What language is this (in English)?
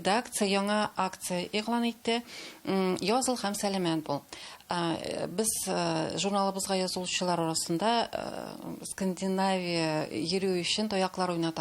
Tatar